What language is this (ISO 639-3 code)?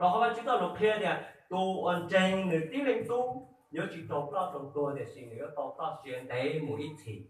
hmn